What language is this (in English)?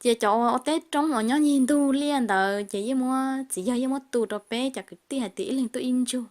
Hmong